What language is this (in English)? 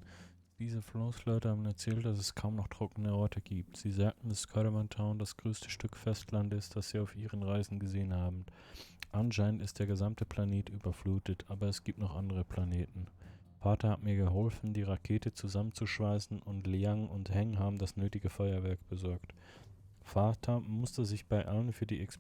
Swiss German